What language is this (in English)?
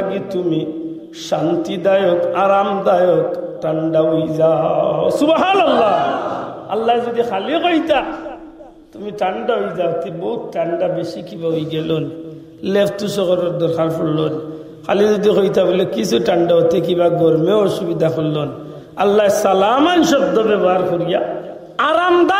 Sylheti